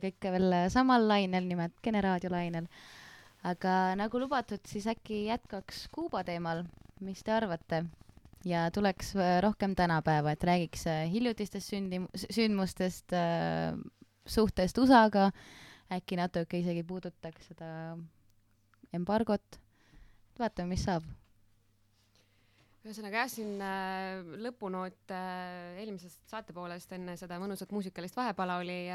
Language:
Estonian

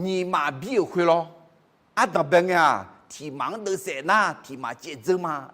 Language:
Akha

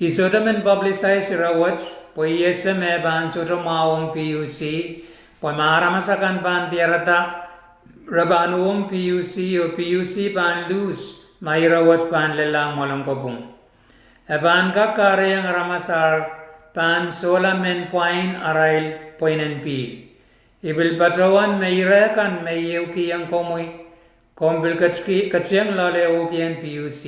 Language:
Pohnpeian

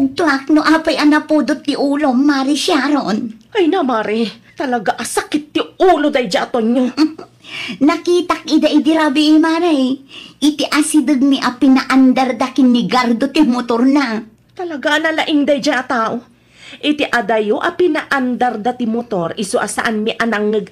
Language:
Iloko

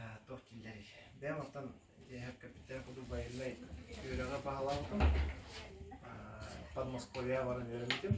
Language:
Yakut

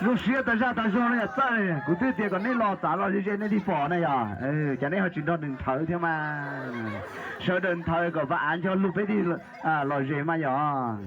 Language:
Hmong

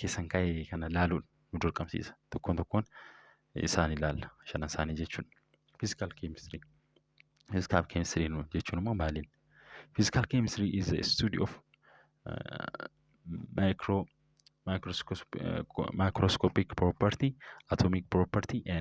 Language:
Oromo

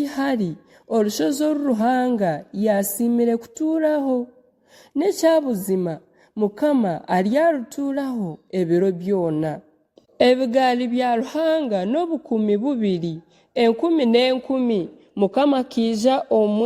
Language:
Nyankole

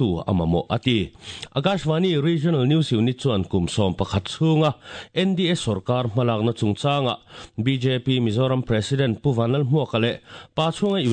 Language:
Mizo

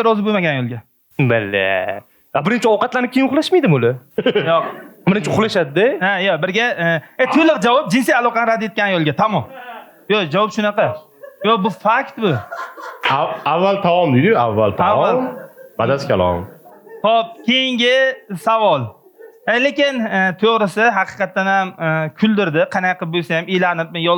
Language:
Uzbek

